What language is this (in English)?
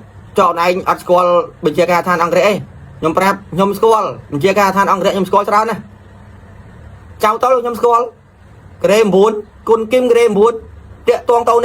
Khmer